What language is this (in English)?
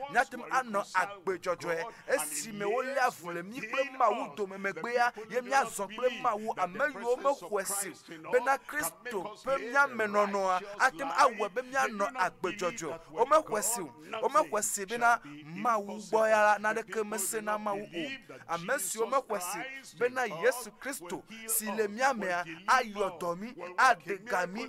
Ewe